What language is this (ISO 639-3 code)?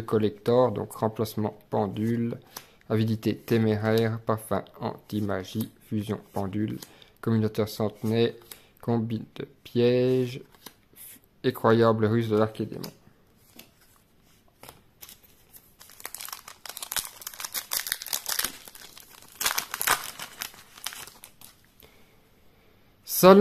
fra